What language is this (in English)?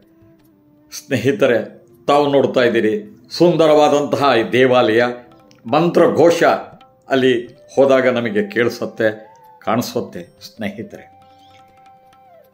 Kannada